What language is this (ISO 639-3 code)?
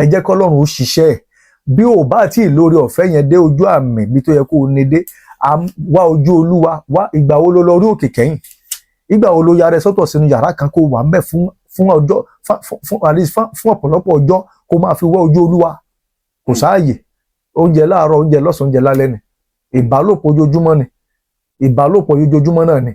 yor